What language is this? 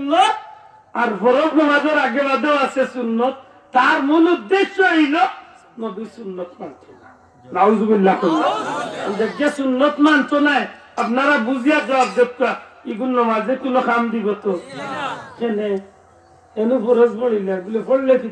Sylheti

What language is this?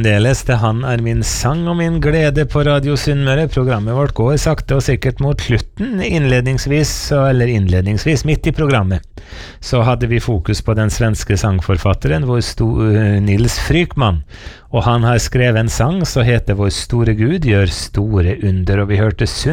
Norwegian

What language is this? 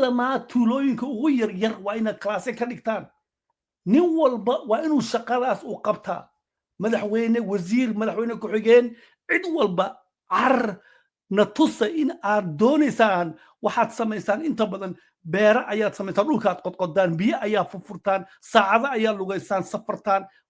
Somali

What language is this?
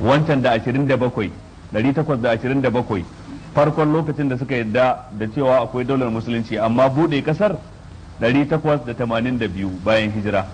Hausa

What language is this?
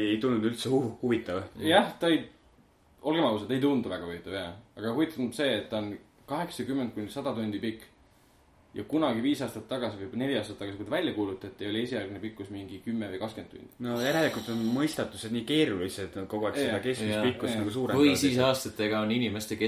Estonian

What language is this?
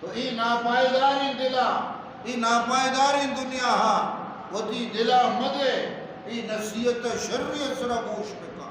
Eastern Balochi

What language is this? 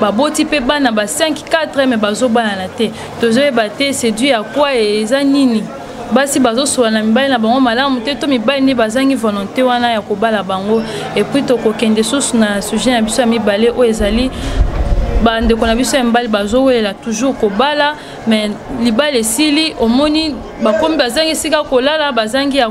Lingala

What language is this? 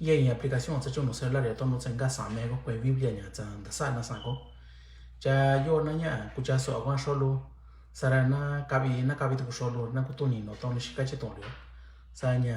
Mixtepec Mixtec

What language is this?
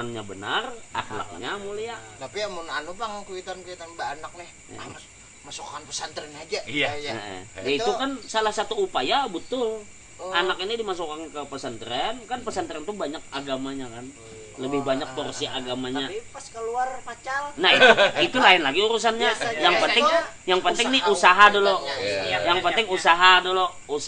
Banjar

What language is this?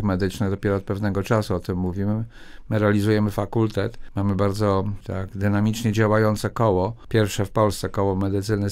Polish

